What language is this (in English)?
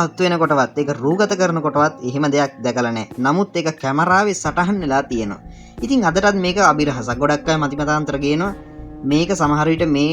Sinhala